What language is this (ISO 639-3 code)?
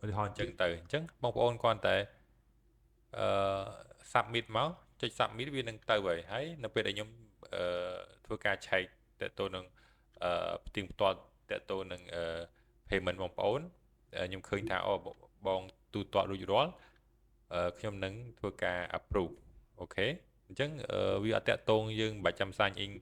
khm